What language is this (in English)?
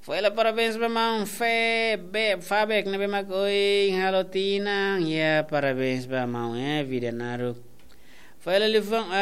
Tetum